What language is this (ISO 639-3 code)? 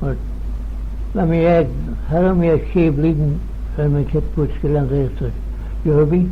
glv